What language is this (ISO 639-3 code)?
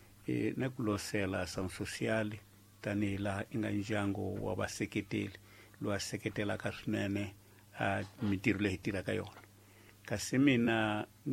tso